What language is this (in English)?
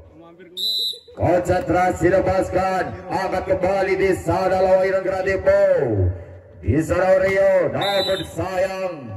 Indonesian